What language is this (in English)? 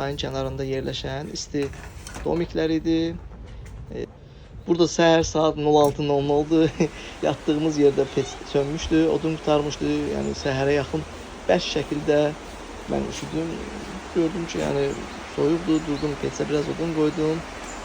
Azerbaijani